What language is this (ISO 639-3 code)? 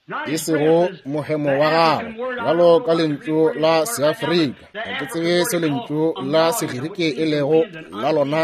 nso